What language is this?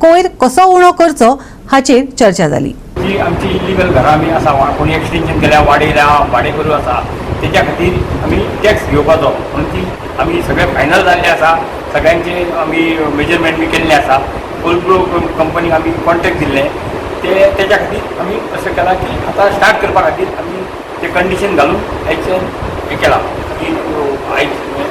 Konkani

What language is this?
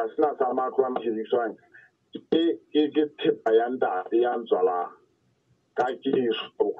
Southern Sotho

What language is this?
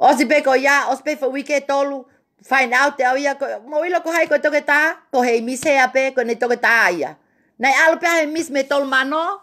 Tongan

